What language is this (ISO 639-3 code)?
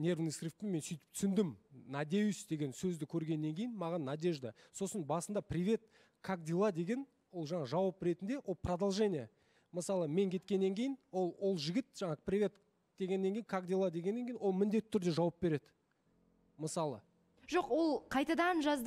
kaz